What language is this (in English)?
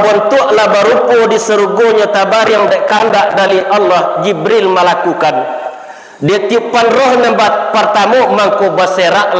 Minangkabau